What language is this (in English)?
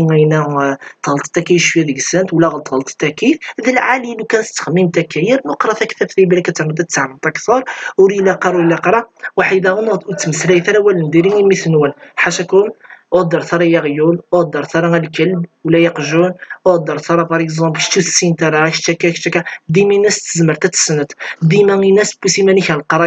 Kabyle